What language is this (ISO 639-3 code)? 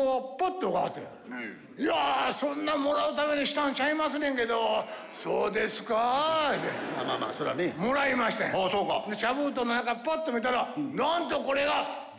jpn